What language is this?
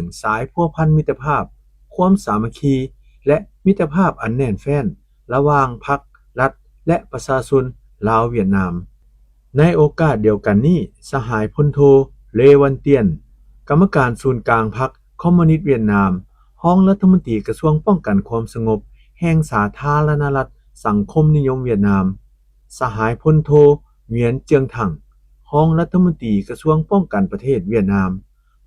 Lao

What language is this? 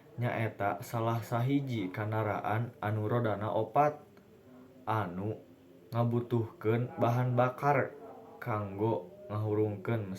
Sundanese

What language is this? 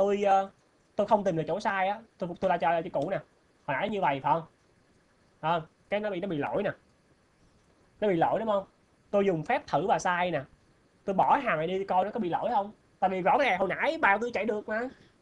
Vietnamese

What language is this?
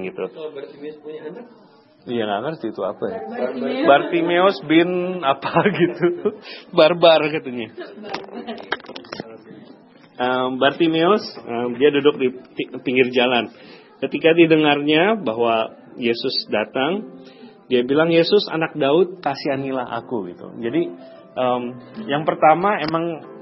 Indonesian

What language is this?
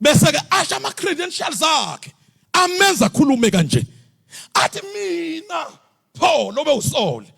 Zulu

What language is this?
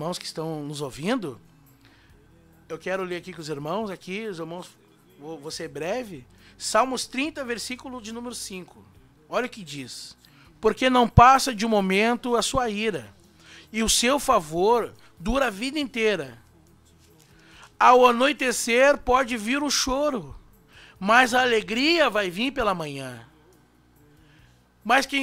Portuguese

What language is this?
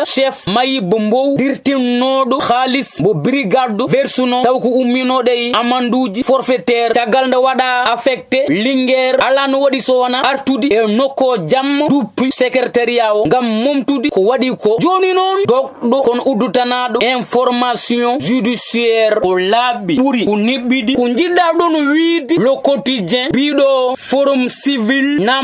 Fula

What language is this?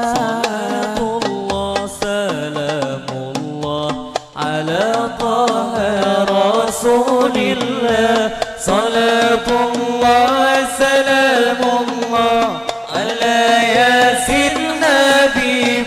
Banjar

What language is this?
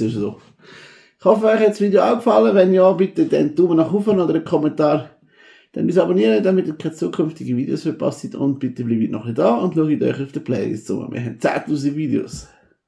Swiss German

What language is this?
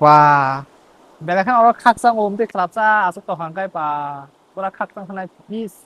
Kok Borok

